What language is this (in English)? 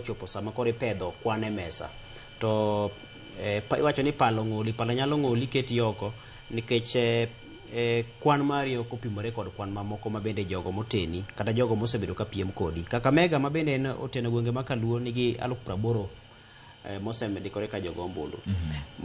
Luo (Kenya and Tanzania)